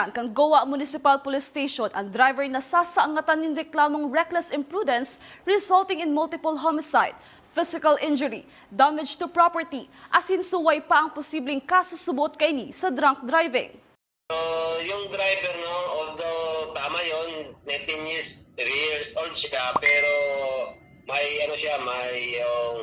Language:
Bikol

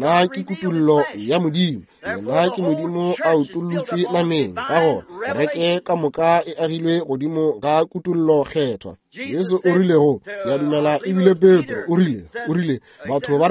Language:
Northern Sotho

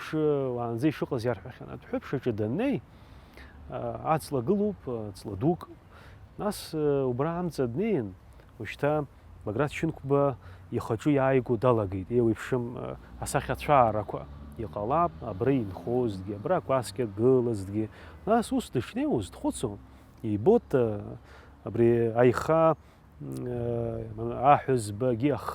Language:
Abkhazian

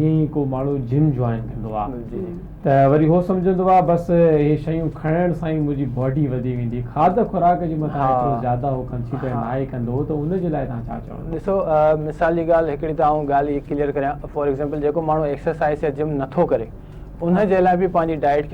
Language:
Sindhi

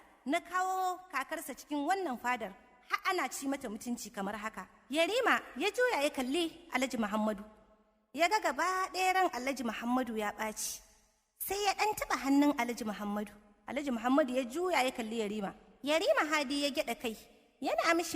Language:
Hausa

